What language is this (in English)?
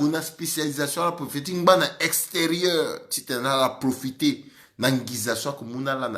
Sango